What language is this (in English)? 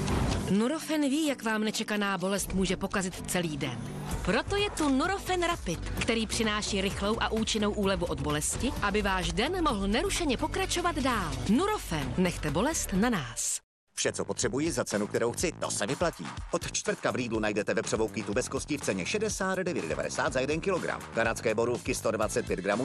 Czech